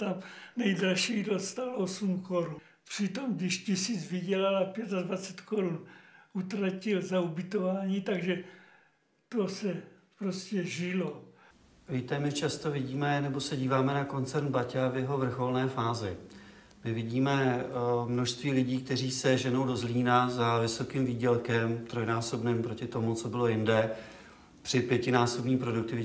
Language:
Czech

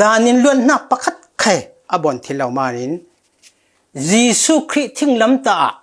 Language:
Falam Chin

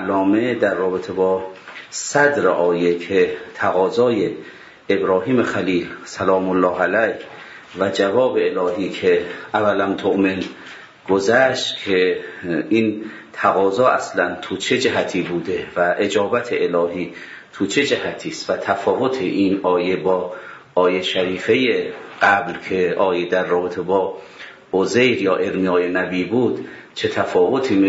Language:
Persian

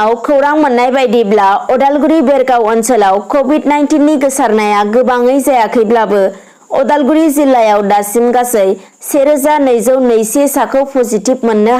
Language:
Bodo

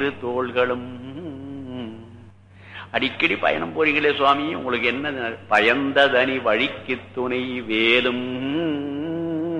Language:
Tamil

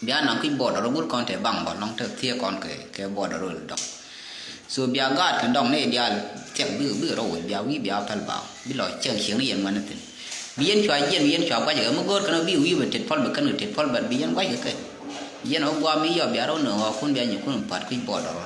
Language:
Nuer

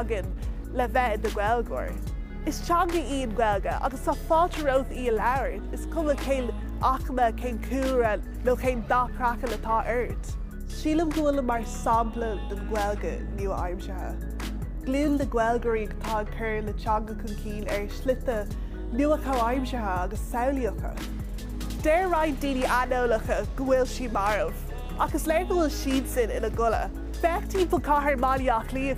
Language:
Irish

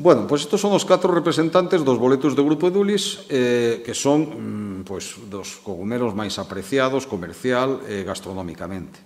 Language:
Galician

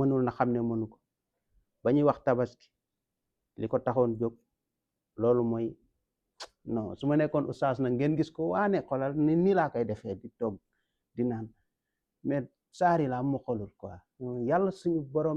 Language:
Wolof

